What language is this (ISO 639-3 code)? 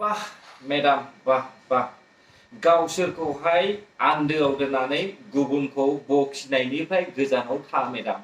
brx